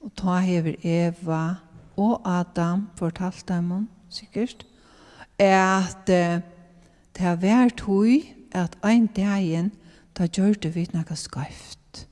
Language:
Faroese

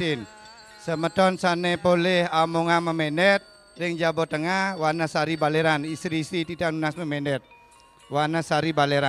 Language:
Balinese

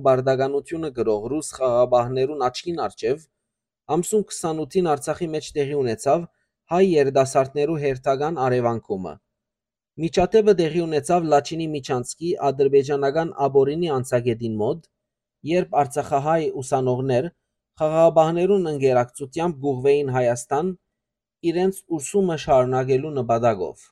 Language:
Western Armenian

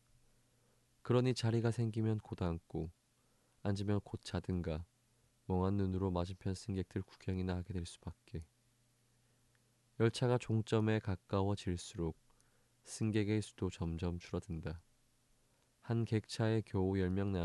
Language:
Korean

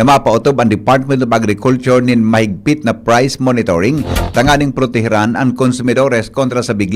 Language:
Bikol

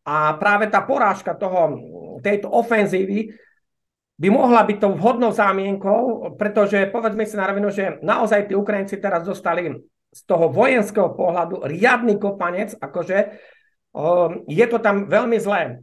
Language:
Slovak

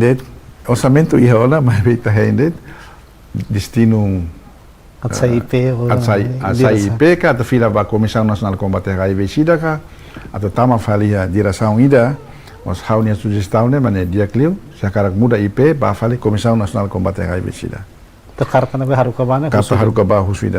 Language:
Tetum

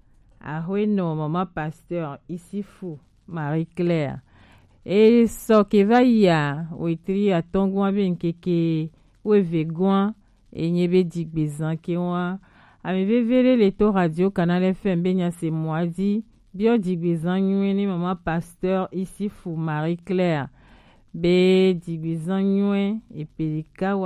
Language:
Gen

